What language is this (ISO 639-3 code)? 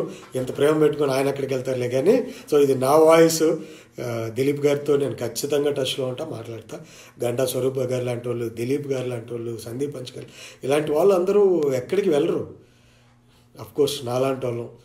tel